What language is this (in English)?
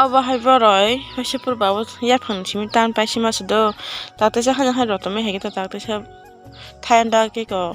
Kok Borok